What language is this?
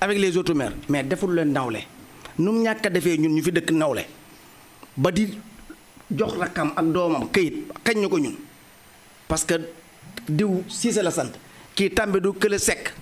Wolof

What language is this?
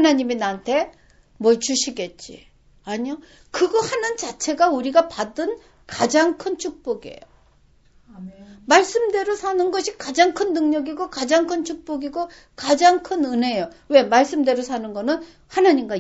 Korean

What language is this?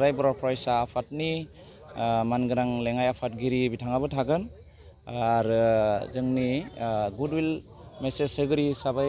Bodo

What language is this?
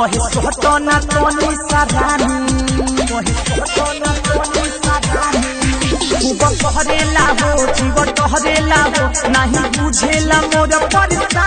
Bhojpuri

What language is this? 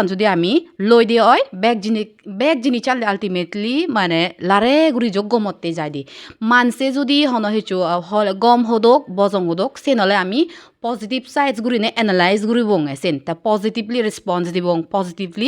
Chakma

